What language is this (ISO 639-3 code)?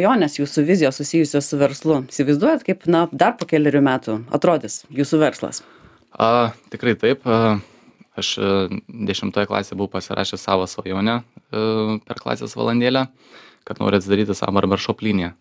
lit